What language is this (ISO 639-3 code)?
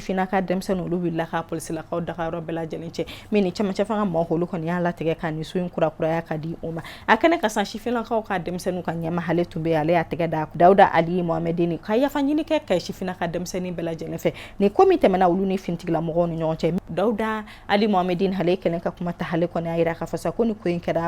bam